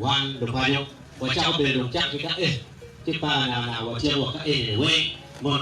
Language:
Acoli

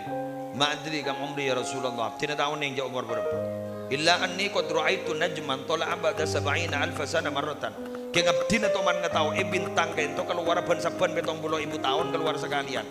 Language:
Madurese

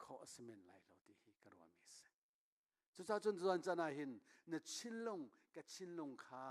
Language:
Hakha Chin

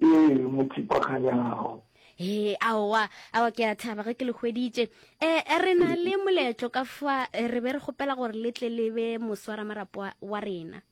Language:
Northern Sotho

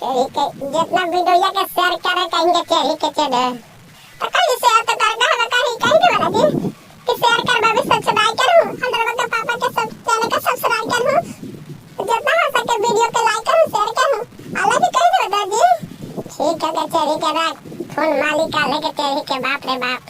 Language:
Magahi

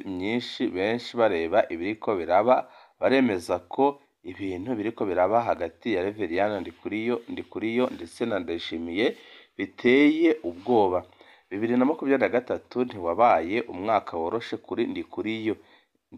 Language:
Rundi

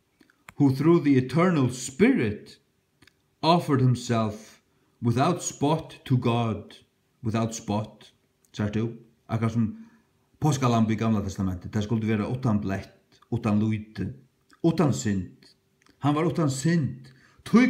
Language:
Faroese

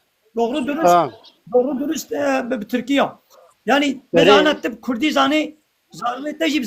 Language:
Kurdish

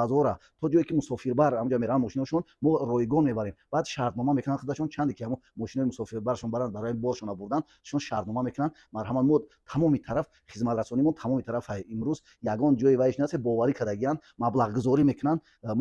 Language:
Tajik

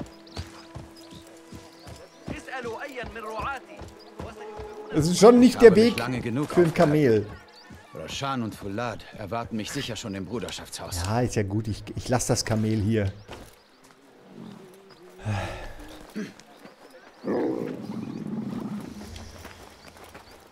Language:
German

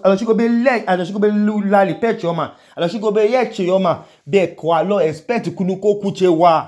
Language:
Idoma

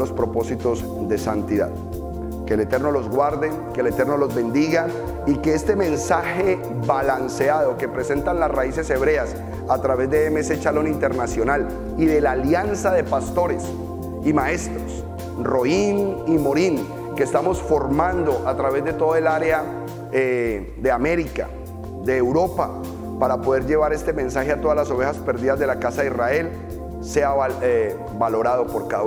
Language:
Spanish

